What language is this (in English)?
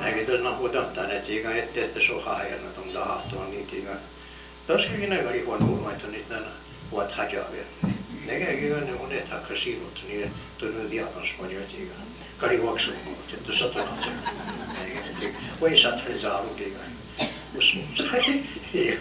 Mohawk